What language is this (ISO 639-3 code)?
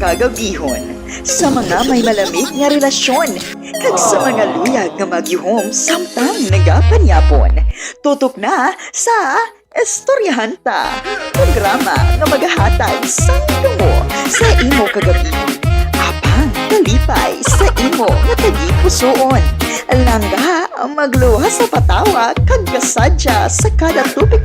hil